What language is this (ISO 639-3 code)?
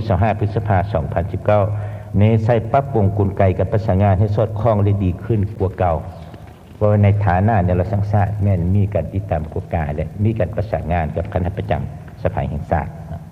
lao